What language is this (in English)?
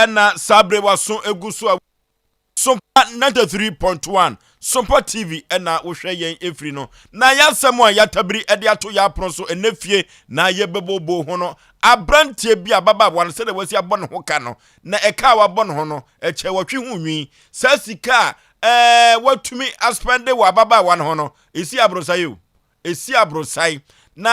Akan